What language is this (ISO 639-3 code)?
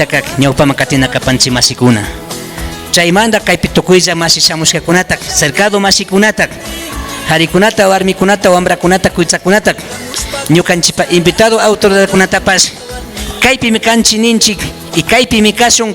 qvi